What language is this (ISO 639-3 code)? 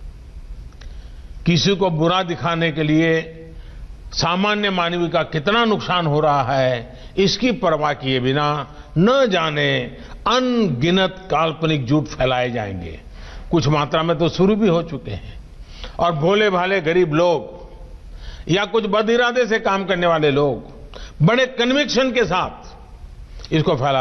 hin